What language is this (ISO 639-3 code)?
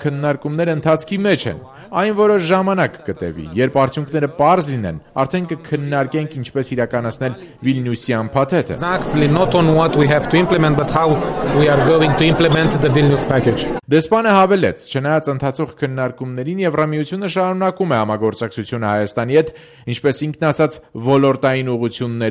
hye